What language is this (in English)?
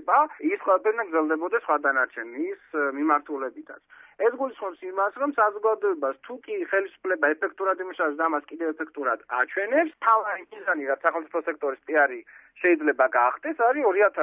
Georgian